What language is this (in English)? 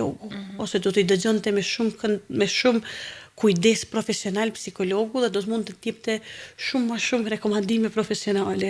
Albanian